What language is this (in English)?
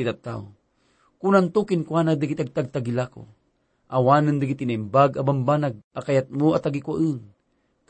Iloko